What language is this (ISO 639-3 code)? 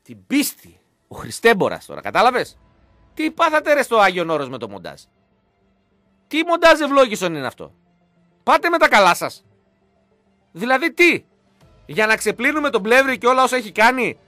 ell